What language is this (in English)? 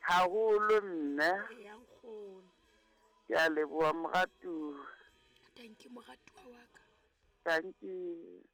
Southern Sotho